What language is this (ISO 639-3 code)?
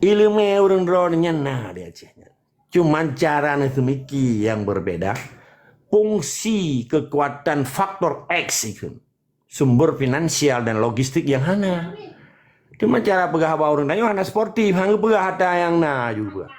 ace